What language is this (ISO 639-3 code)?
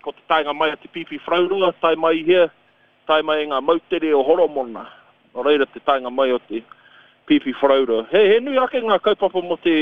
mri